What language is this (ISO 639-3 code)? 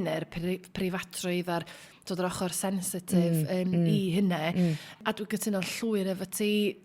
cym